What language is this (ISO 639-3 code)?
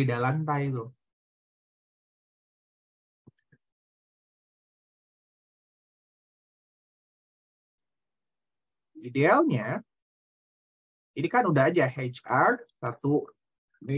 ind